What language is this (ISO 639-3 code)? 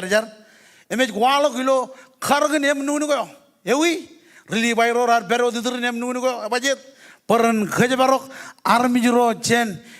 mah